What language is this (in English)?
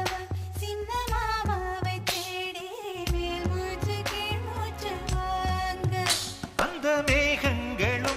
Tamil